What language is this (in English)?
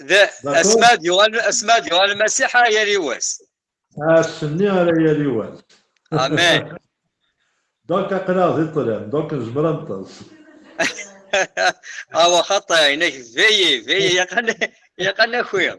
Kabyle